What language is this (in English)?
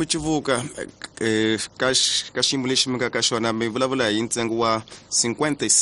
Tsonga